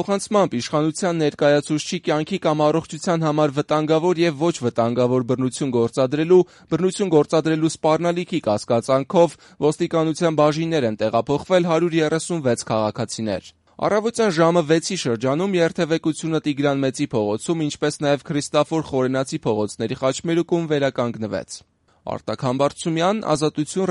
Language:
Armenian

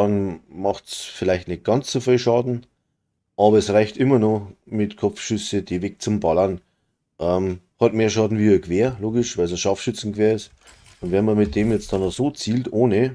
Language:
Bavarian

